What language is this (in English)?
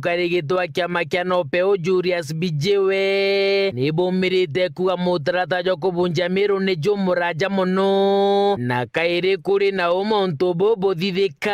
Meru